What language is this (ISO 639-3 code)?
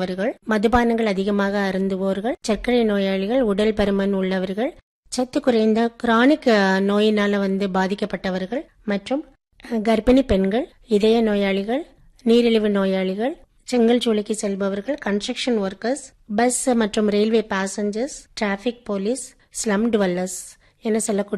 tam